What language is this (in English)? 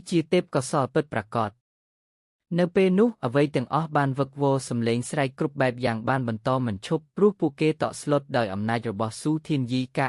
Khmer